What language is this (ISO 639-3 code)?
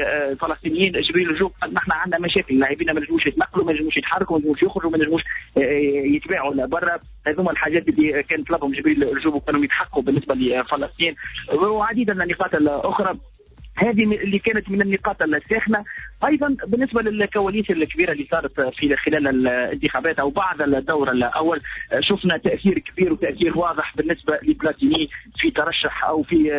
aeb